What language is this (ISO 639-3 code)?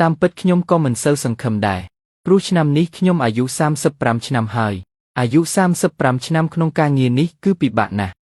khm